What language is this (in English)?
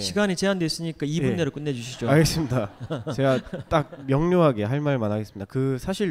Korean